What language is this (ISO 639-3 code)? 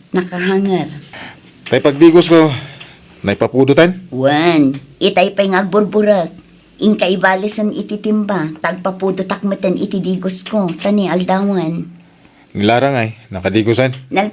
ilo